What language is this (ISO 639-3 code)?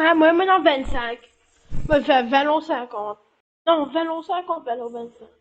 mfe